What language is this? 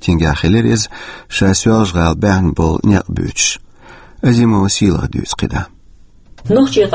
Chechen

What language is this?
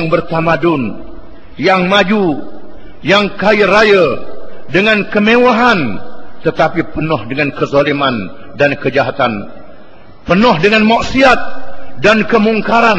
Malay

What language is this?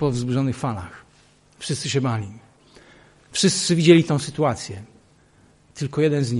Polish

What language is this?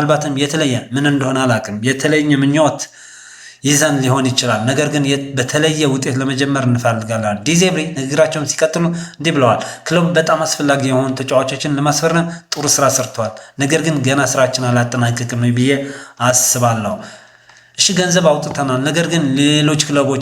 Amharic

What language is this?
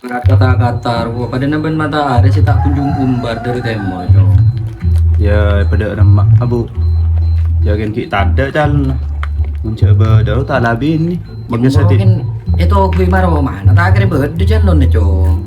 Madurese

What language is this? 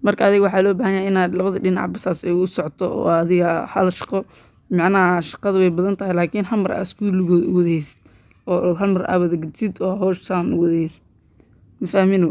Somali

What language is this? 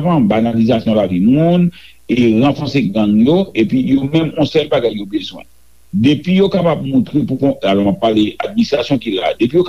Haitian Creole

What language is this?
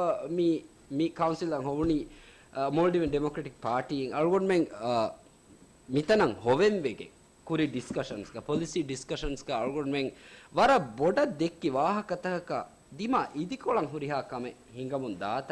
Divehi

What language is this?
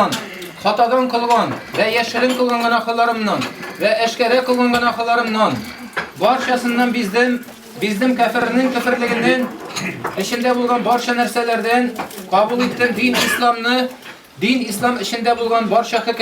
Tatar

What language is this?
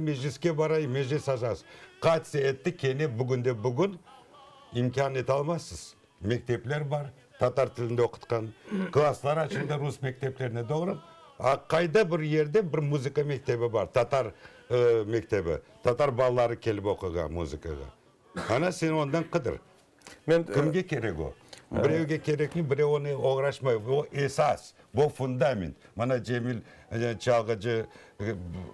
Crimean Tatar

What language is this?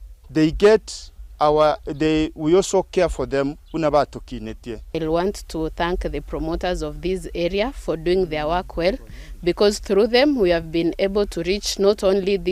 Gusii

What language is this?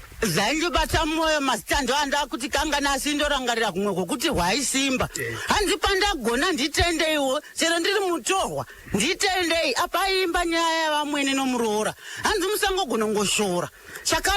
Shona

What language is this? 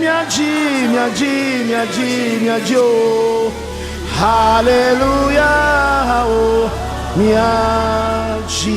Ewe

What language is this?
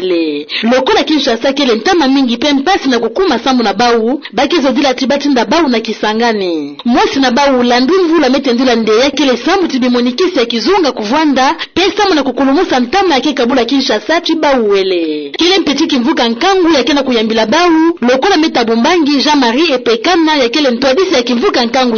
Kituba (Democratic Republic of Congo)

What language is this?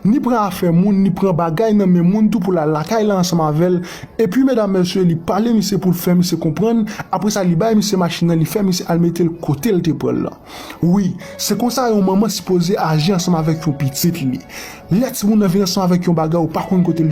Haitian Creole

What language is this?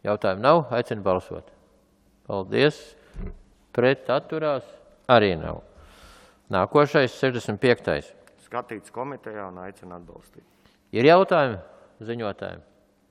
Latvian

